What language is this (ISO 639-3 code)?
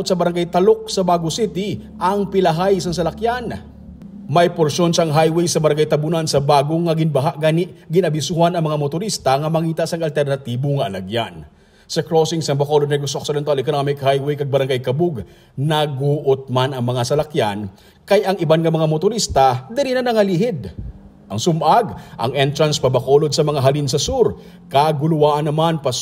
hil